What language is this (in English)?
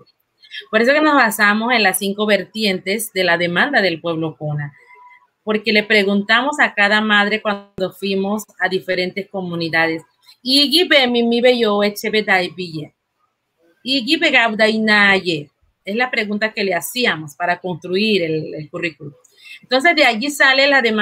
Spanish